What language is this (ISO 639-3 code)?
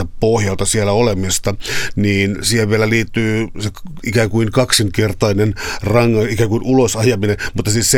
fin